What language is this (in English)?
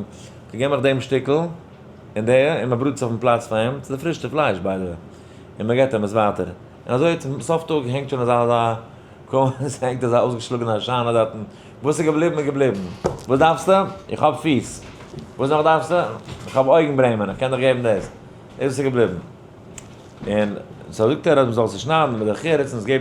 Yiddish